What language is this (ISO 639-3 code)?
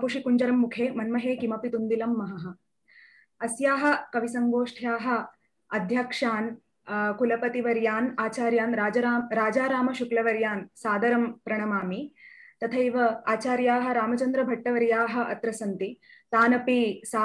san